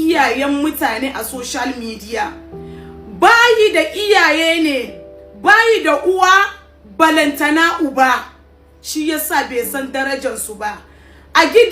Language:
Hausa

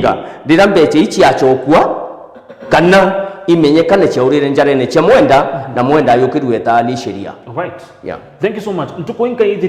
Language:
Meru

